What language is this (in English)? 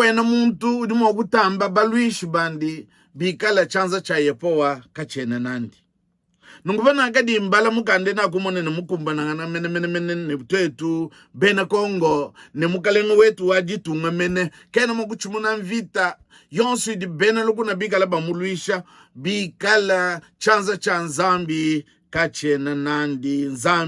Luba-Lulua